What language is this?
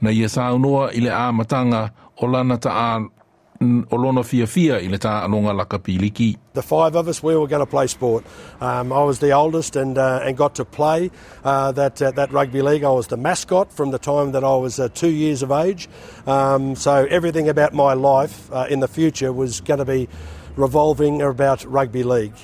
Samoan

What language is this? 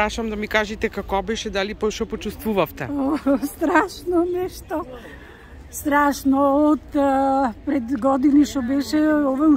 Macedonian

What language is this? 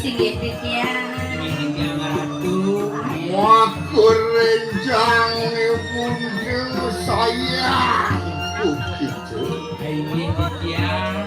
Balinese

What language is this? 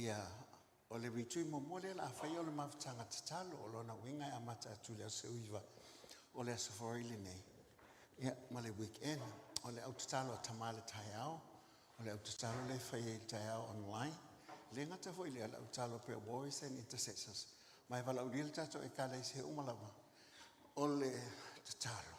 Samoan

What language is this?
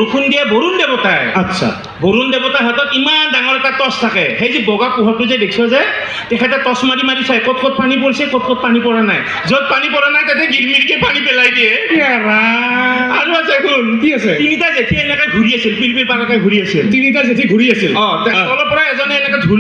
Assamese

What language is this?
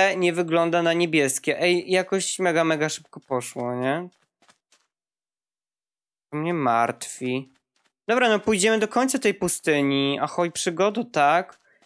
Polish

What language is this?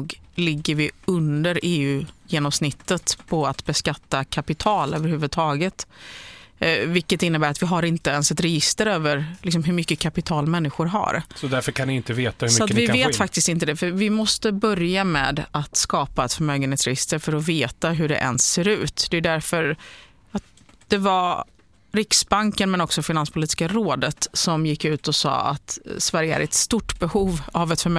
Swedish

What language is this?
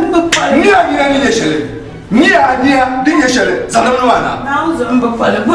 Dagbani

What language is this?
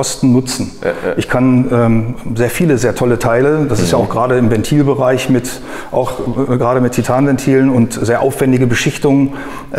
German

